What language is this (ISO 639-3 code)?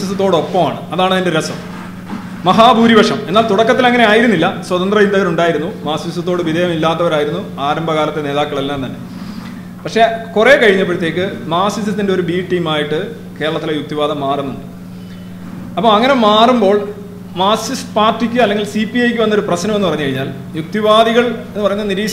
mal